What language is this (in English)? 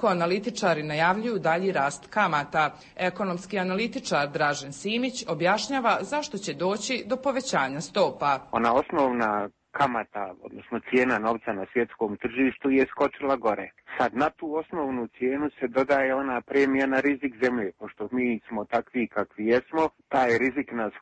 Serbian